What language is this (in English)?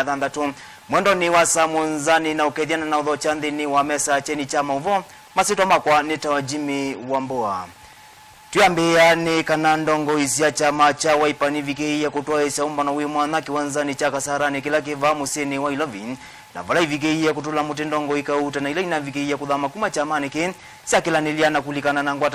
Kamba